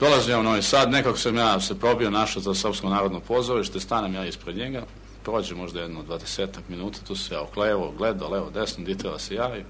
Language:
Serbian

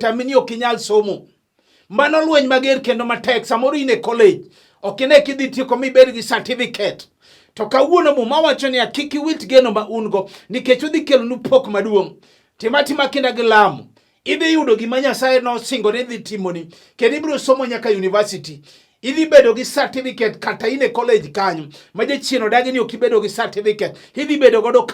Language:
Luo (Kenya and Tanzania)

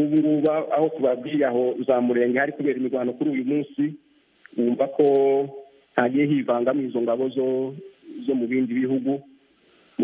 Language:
Kinyarwanda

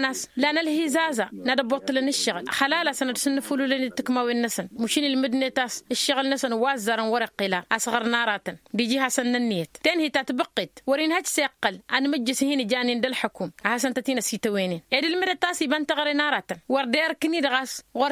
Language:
Tamasheq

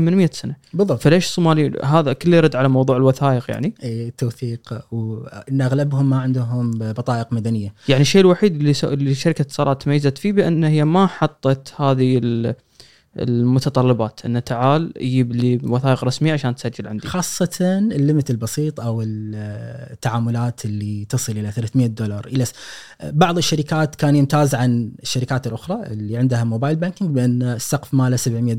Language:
Gulf Arabic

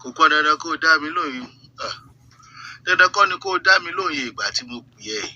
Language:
Yoruba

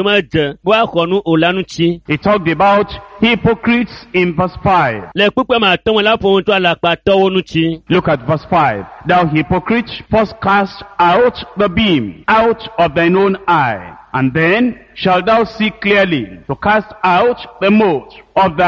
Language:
Ewe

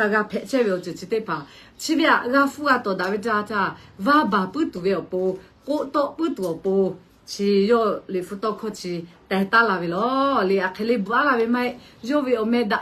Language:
Lahu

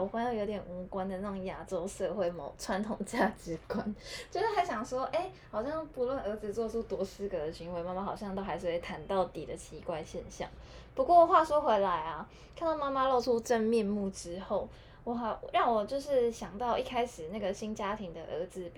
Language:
Chinese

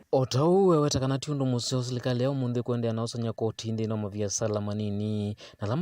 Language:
Kamba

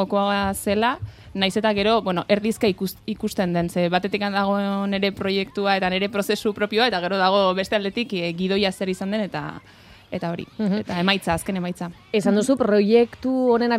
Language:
Basque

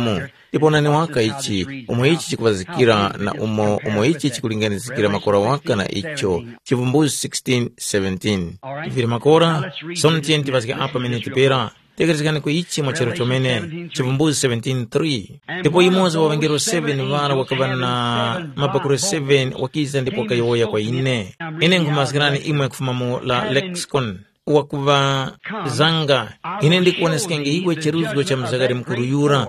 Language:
Tumbuka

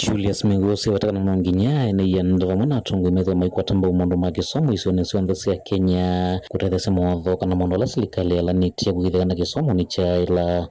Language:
Kamba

